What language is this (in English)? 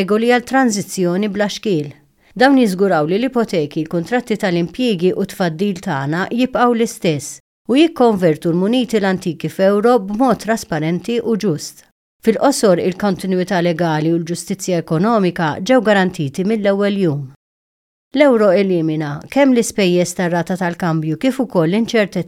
Maltese